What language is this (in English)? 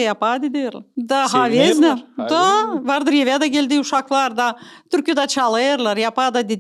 Gagauz